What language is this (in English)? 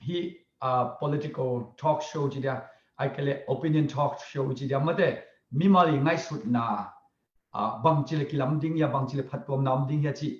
Tedim Chin